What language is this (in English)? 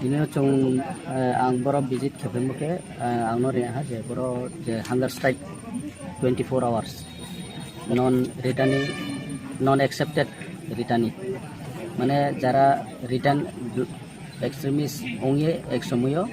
Riang (India)